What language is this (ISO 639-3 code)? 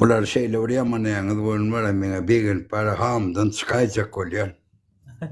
tuk